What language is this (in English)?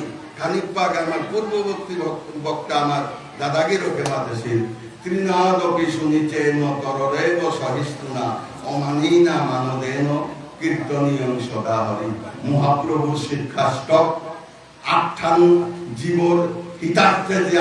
Bishnupriya